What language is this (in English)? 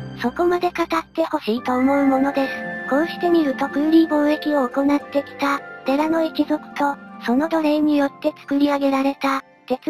Japanese